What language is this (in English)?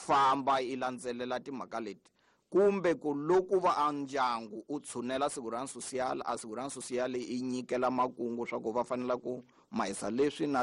Tsonga